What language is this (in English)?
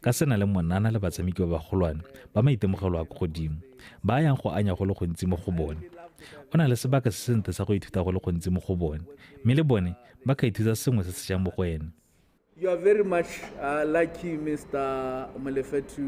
Tswana